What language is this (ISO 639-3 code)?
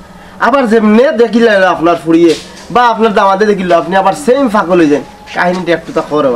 syl